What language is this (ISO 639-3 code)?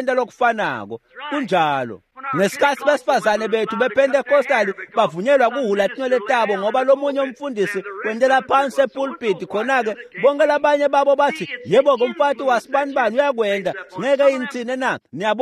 ssw